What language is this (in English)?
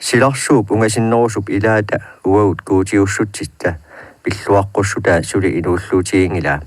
Kalaallisut